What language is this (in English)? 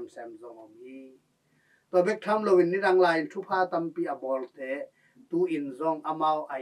Tedim Chin